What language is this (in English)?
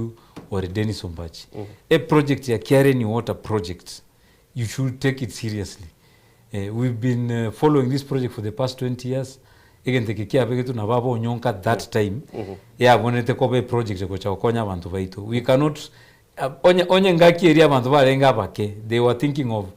Gusii